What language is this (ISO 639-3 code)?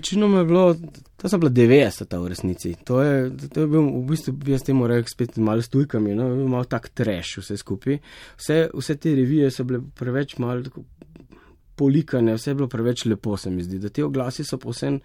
slv